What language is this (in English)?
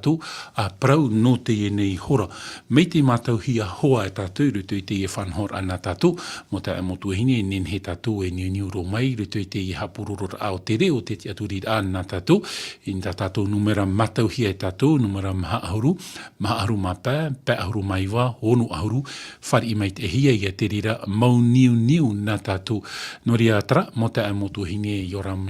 Tahitian